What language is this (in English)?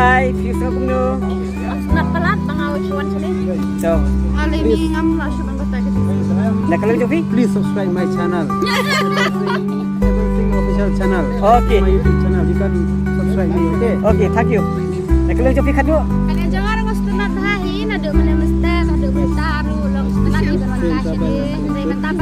Khasi